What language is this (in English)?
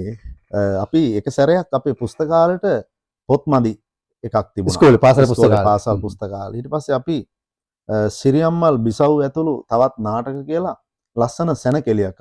Sinhala